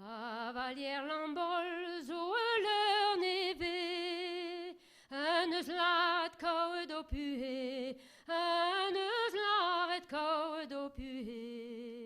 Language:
Breton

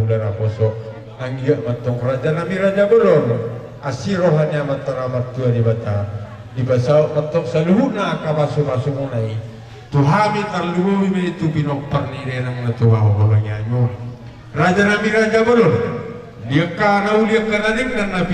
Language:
Batak Toba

